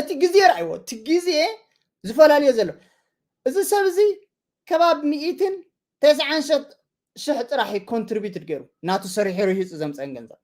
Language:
Tigrinya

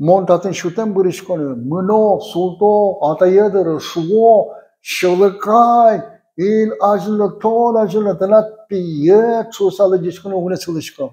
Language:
Udmurt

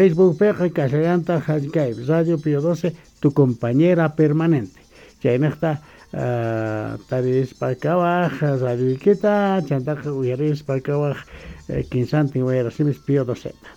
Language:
South Bolivian Quechua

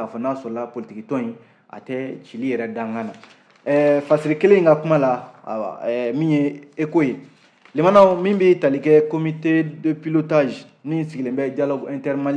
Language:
Bambara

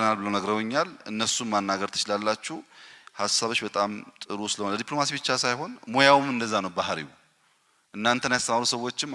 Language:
Amharic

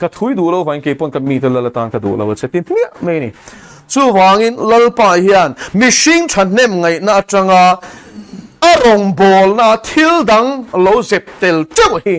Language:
Mizo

